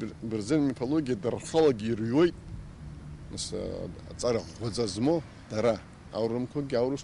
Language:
Abkhazian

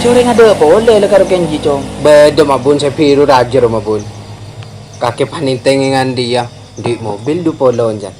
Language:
Madurese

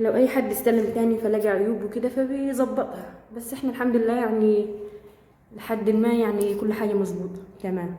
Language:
Egyptian Arabic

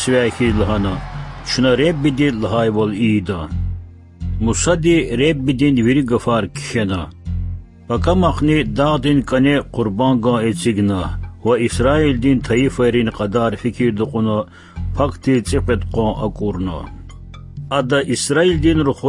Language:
Lezghian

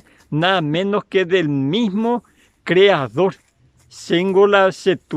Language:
Guarani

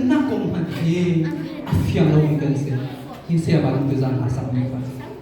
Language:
Hakha Chin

